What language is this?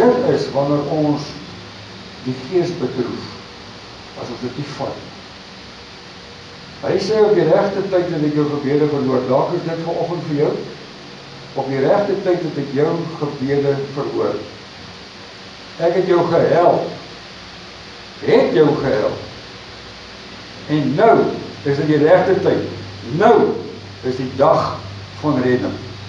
Afrikaans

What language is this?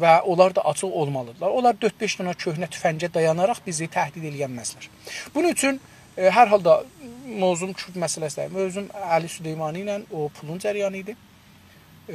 South Azerbaijani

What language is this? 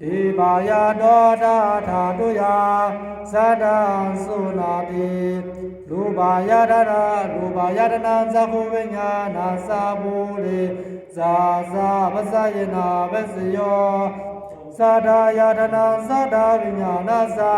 Pali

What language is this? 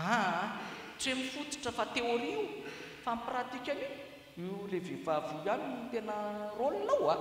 Malagasy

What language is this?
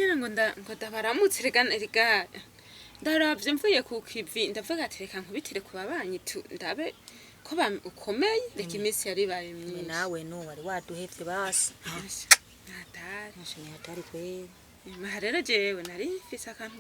Rundi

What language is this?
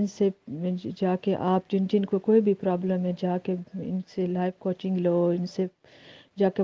Urdu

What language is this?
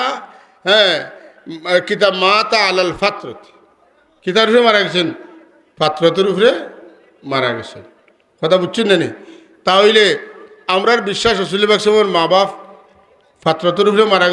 Sylheti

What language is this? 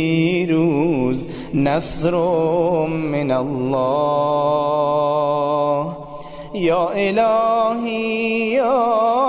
Persian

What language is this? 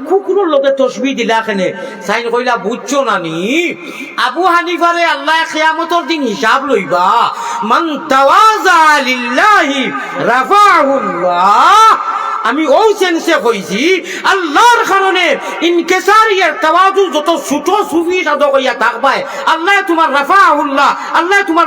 Sylheti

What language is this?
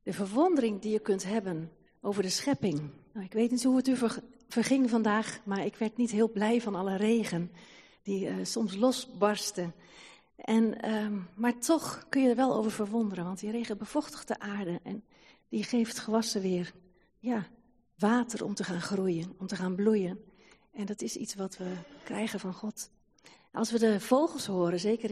Dutch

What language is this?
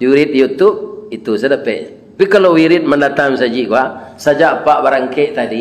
Minangkabau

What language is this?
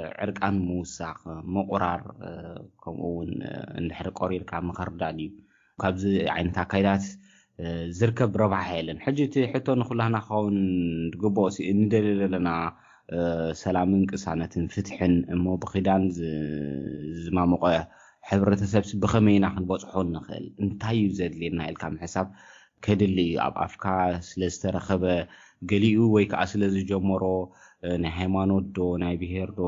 Tigrinya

